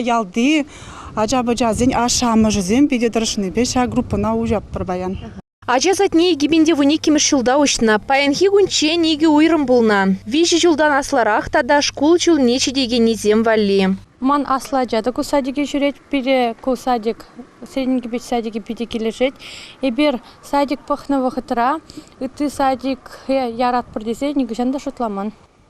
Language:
Chuvash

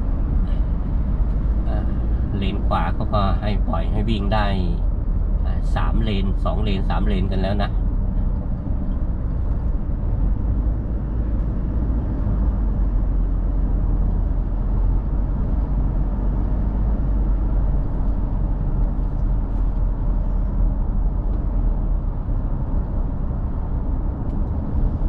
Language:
Thai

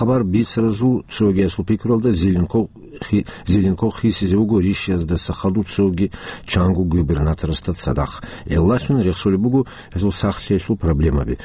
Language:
Avaric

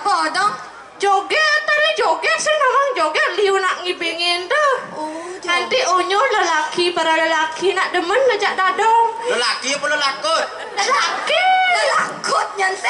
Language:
Balinese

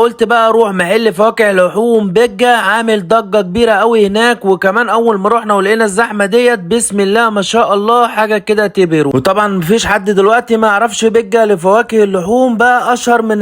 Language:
Egyptian Arabic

